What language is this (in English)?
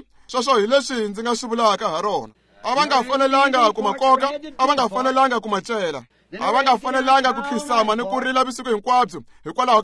Tsonga